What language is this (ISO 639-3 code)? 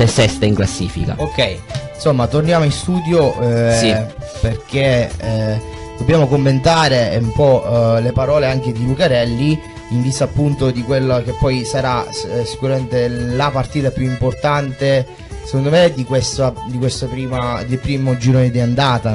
ita